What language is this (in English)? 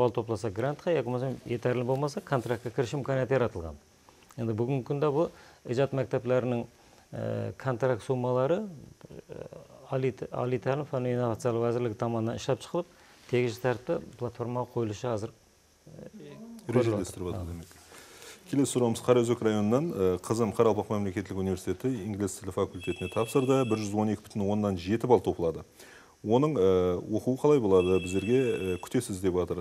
Kara-Kalpak